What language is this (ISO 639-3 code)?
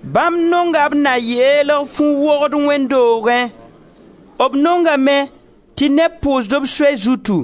mos